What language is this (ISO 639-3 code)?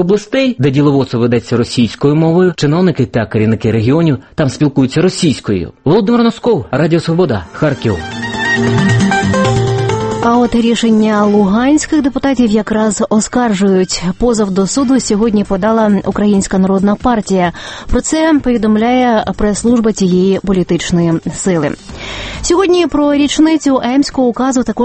ukr